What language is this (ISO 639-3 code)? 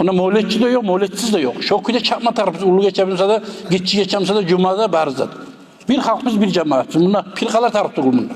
kum